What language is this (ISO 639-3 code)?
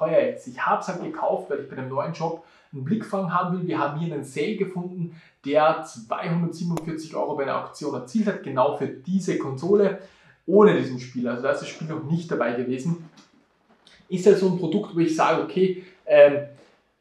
deu